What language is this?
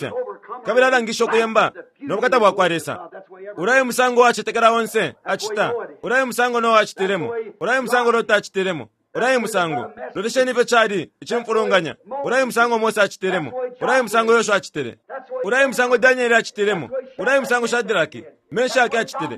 Bemba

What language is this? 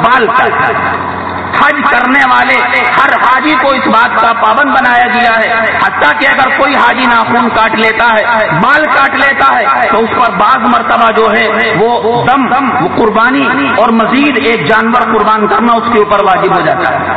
Urdu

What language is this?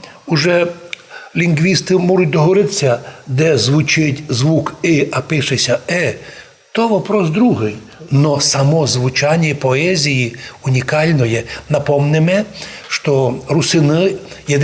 Rusyn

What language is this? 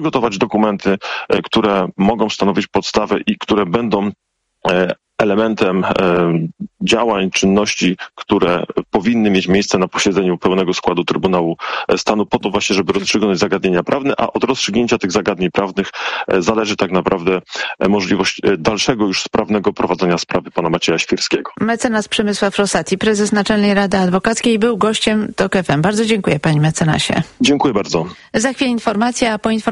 Polish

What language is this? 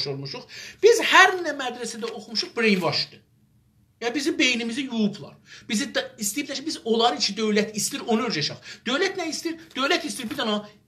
South Azerbaijani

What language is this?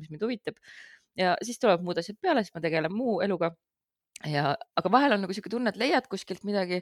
Estonian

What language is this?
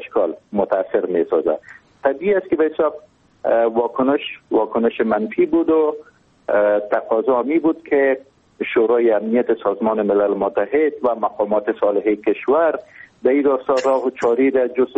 Persian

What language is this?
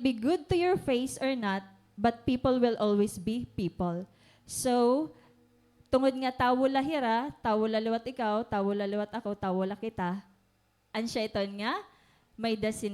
Waray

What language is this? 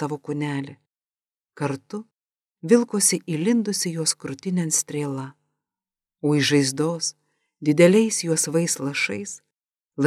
Lithuanian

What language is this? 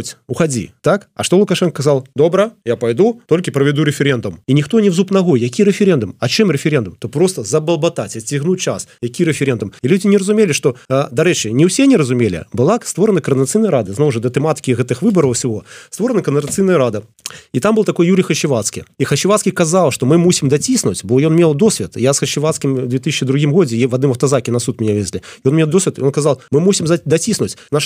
Belarusian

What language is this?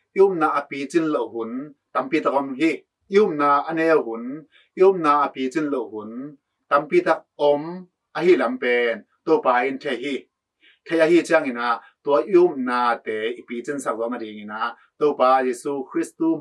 Tedim Chin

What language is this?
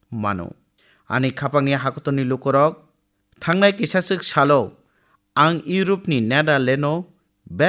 Kok Borok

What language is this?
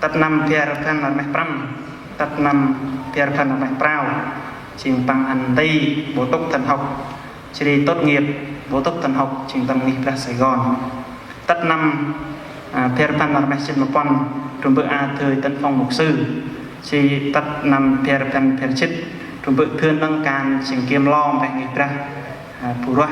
Central Mnong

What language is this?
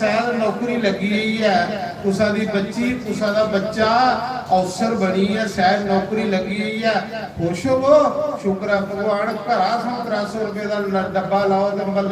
Dogri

